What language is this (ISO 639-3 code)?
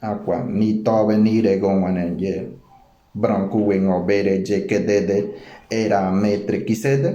gym